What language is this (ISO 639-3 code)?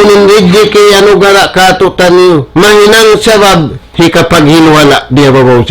tsg